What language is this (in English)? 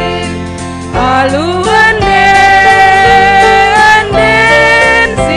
Batak Karo